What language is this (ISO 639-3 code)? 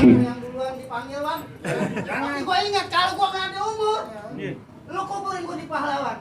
bew